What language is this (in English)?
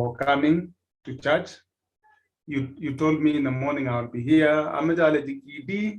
Kalenjin